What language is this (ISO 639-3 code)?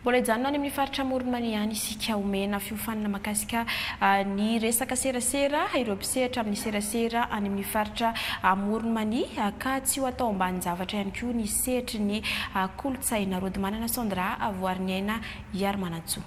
mlg